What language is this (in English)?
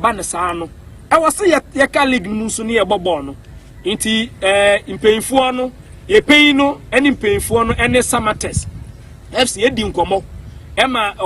Akan